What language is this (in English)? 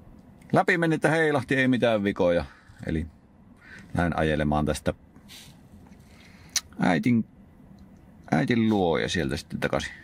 Finnish